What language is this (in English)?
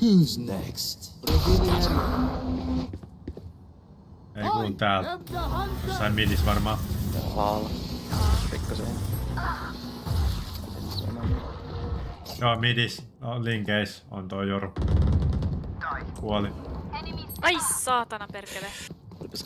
Finnish